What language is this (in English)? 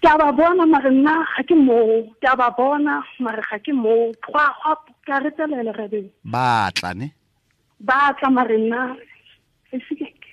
Tswana